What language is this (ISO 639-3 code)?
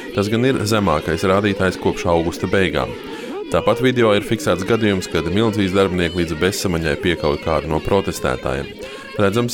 lav